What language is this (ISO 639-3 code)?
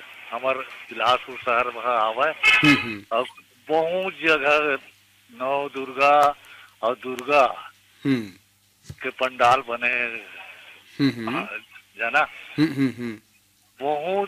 hne